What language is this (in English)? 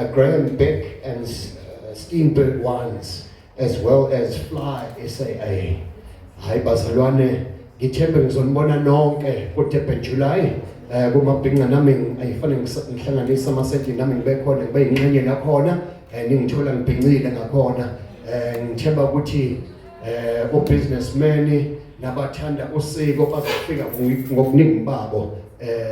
Zulu